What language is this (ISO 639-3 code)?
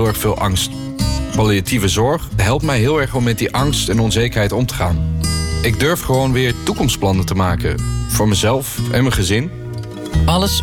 nld